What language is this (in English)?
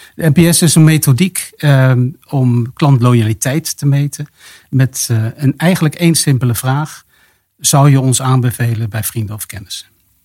Dutch